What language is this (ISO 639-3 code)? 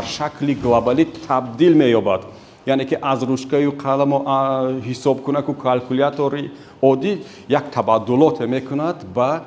tgk